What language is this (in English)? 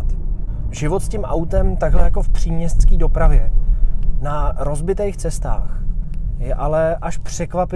Czech